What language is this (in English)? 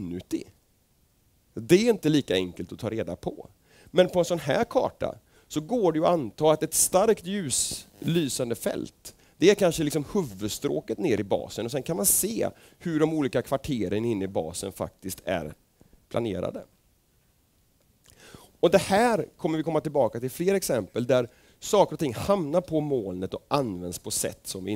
Swedish